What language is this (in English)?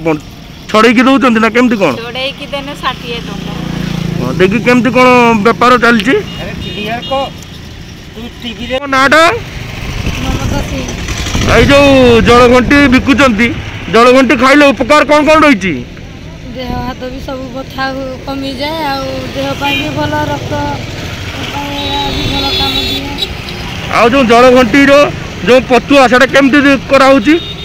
Odia